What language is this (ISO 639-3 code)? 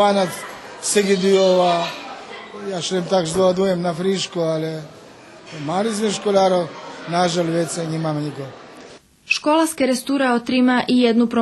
rue